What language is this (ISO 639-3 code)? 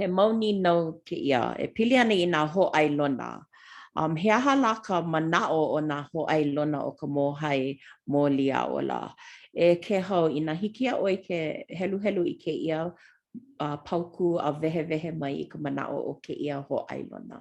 haw